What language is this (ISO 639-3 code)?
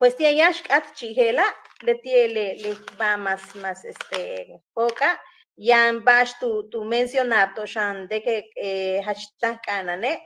yua